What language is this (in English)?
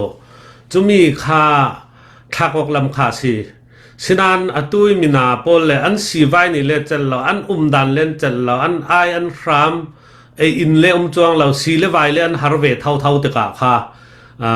Falam Chin